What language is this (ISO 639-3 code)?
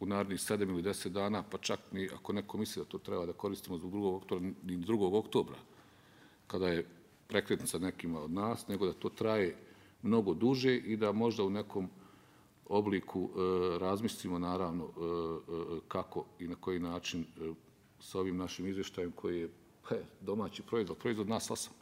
bos